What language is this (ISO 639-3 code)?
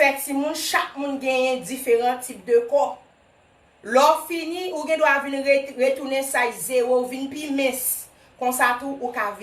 hat